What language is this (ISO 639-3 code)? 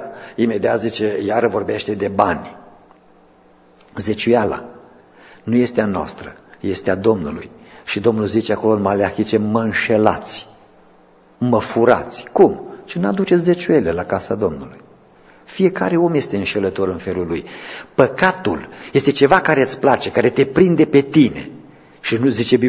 ron